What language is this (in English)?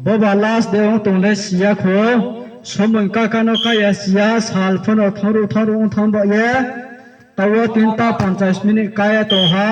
Riang (India)